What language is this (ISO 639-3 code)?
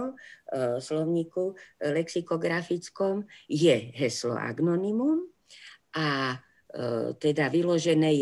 slk